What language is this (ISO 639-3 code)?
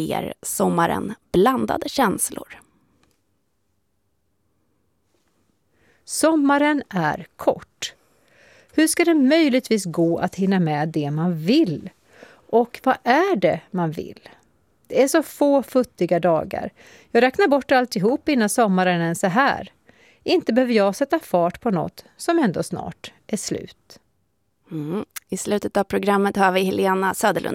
swe